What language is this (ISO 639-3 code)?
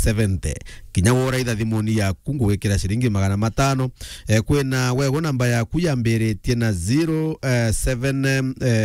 mer